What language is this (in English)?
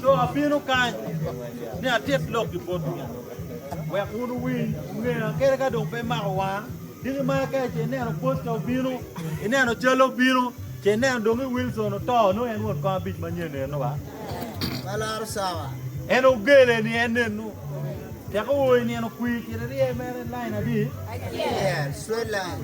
Acoli